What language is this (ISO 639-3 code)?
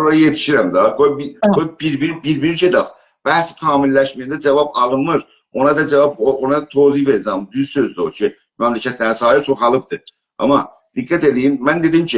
azb